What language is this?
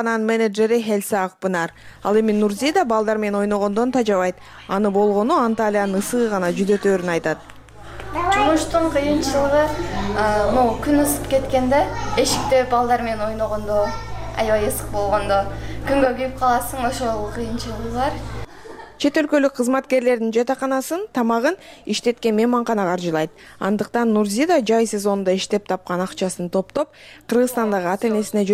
Kyrgyz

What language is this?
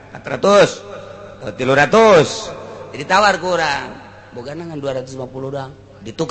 Sundanese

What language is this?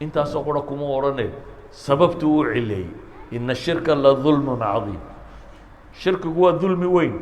Somali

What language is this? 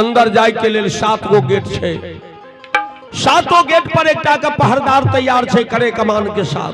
Maithili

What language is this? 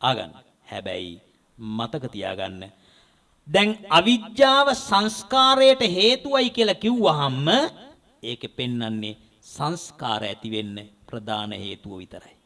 Sinhala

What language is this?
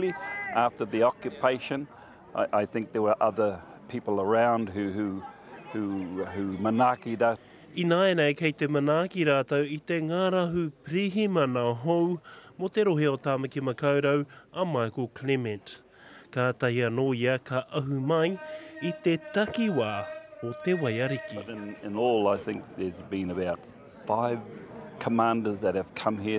Māori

